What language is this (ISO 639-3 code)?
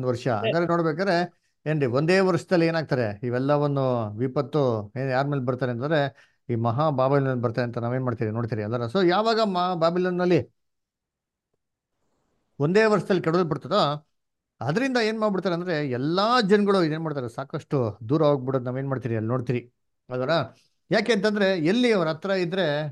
kan